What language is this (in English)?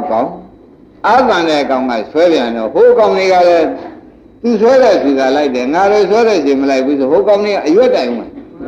Burmese